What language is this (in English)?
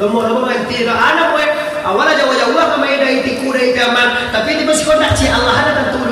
Minangkabau